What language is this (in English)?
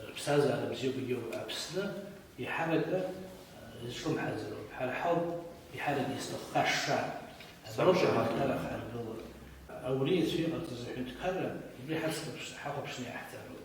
Abkhazian